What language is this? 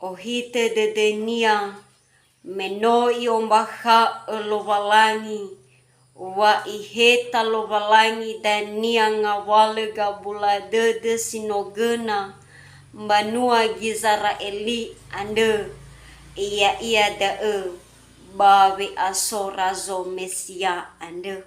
Nias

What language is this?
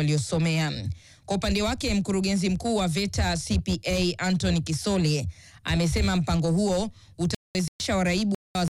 Swahili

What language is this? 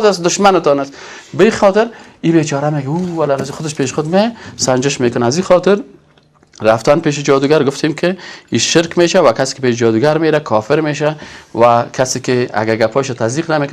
Persian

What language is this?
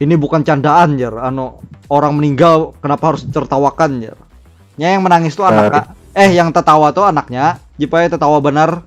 Banjar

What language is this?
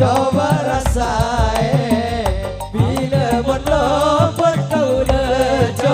Madurese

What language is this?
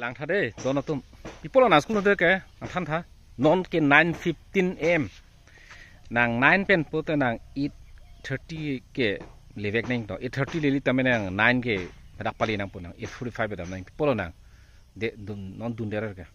Karbi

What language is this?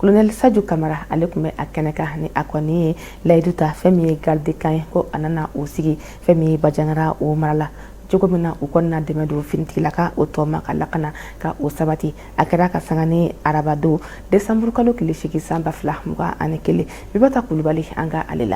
Bambara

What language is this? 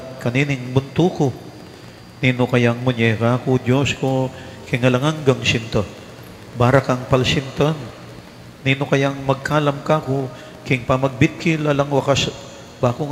Pampanga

